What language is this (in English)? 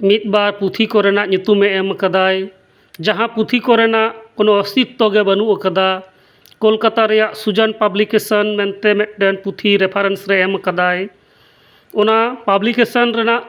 Santali